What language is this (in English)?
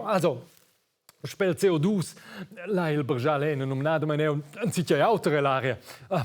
Romansh